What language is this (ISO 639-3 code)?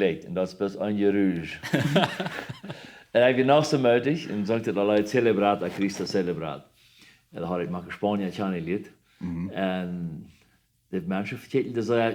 pdt